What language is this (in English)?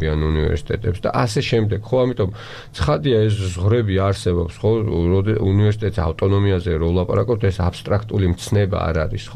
Georgian